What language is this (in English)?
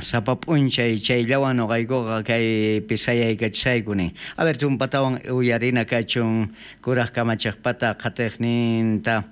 South Bolivian Quechua